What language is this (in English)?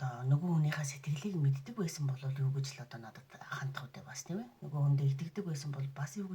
Mongolian